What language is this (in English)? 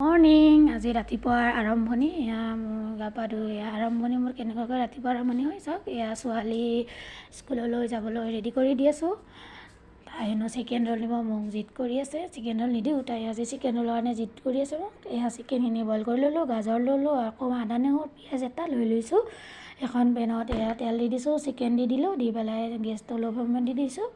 Assamese